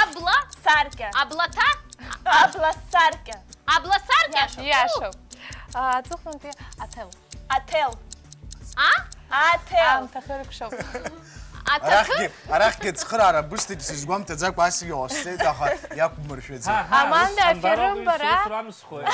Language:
Abkhazian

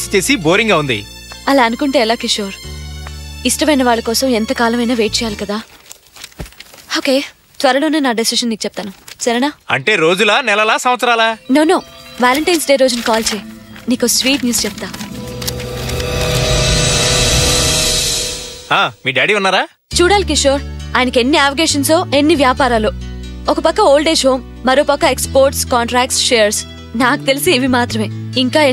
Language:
Telugu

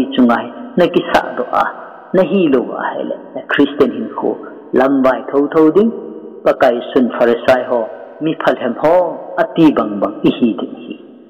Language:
Thado Chin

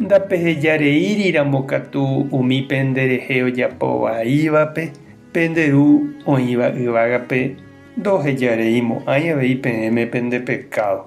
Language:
Guarani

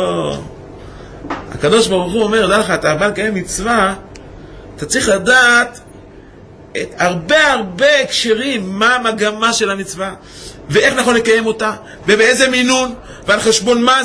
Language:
Hebrew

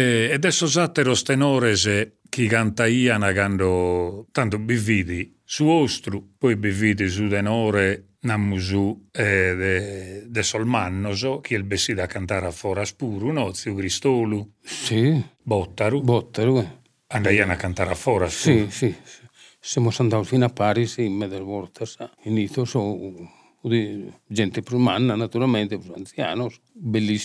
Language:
Sardinian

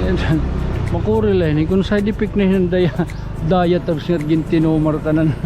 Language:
Waray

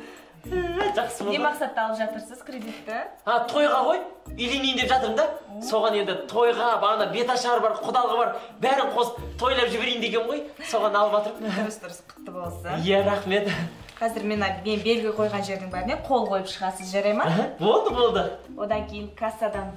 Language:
Kazakh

